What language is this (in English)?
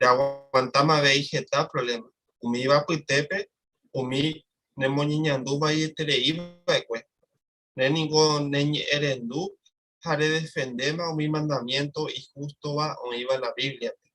Guarani